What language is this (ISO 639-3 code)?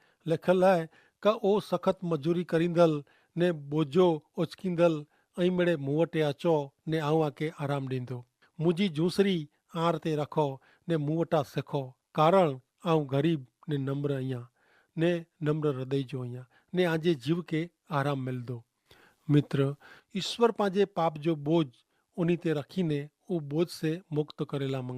kfr